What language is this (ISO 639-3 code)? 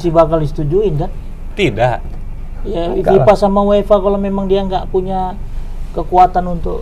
ind